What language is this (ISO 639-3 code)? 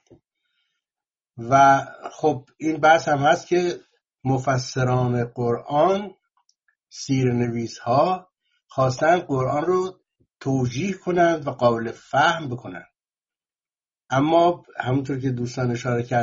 fas